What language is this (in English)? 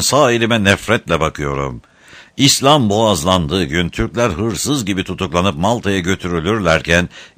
Turkish